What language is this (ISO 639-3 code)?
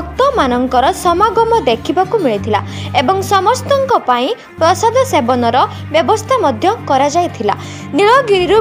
ori